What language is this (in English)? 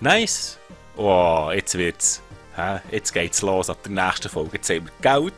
Swiss German